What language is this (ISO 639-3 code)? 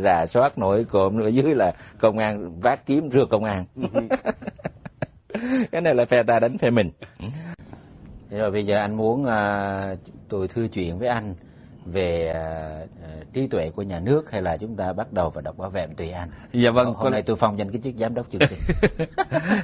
vie